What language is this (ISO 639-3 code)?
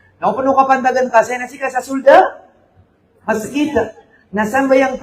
mrw